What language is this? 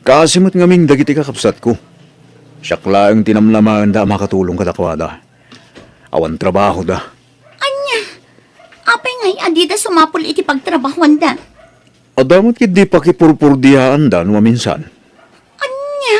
Iloko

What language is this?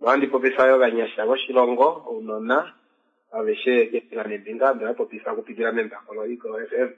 Kuanyama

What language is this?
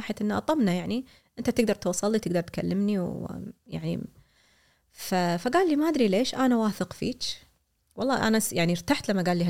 Gulf Arabic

